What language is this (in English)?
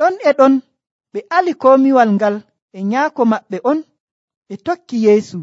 Nigerian Fulfulde